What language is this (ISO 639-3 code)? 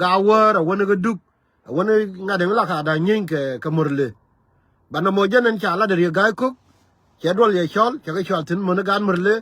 nus